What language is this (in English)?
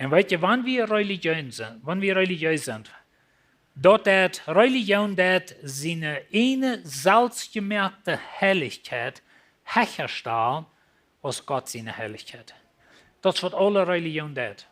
Plautdietsch